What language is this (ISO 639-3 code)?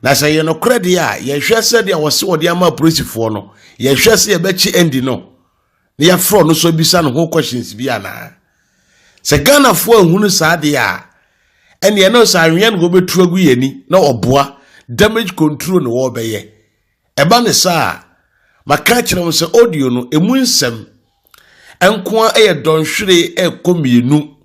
aka